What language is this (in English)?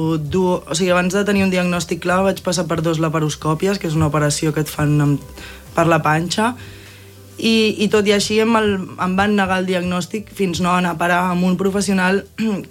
Catalan